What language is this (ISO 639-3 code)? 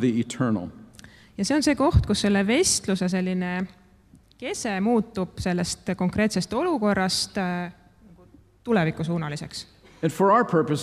est